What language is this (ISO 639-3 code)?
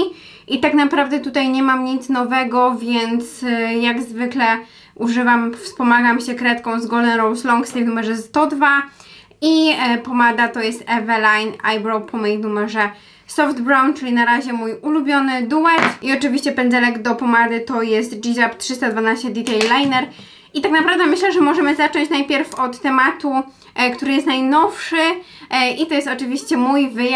pol